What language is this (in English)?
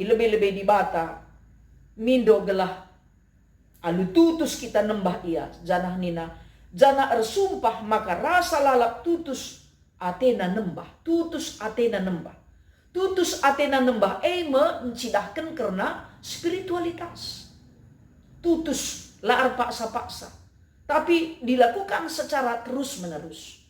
Batak Karo